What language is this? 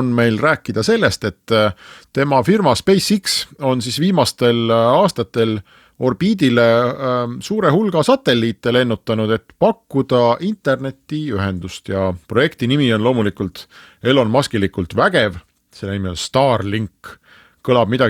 Estonian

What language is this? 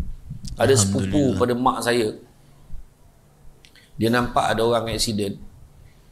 Malay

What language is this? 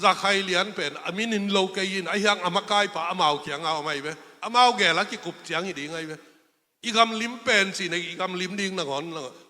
Tedim Chin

